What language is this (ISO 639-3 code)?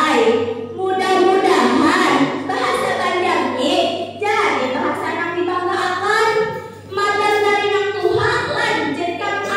bjn